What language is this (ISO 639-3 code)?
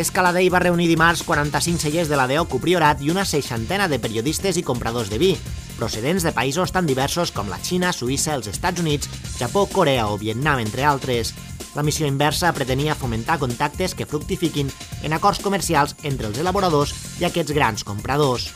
cat